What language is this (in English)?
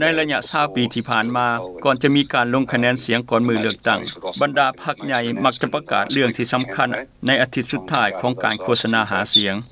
Lao